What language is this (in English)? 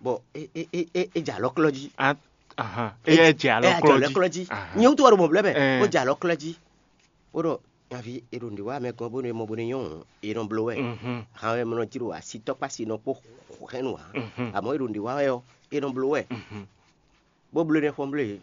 Fon